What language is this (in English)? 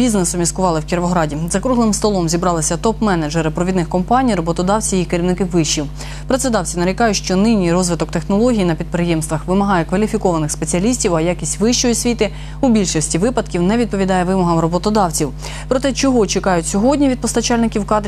Ukrainian